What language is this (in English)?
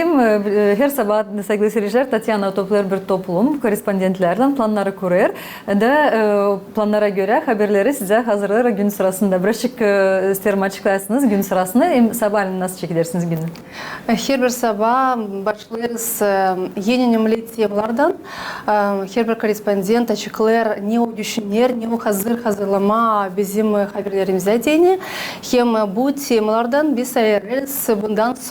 Gagauz